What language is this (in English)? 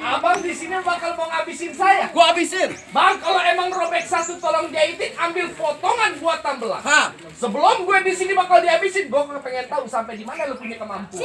Betawi